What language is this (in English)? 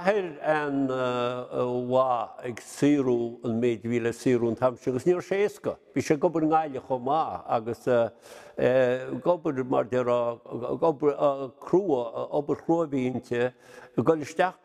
Irish